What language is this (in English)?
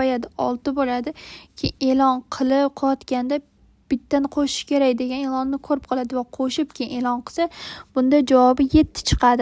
Uzbek